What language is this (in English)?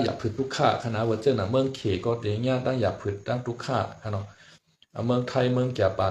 Shan